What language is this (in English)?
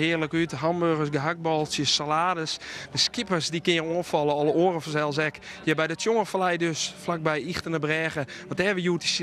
Western Frisian